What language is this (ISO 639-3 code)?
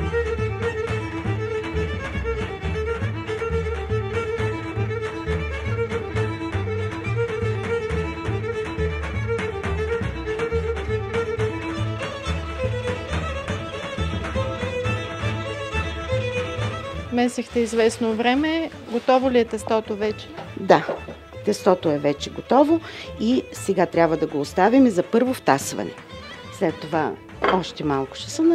bul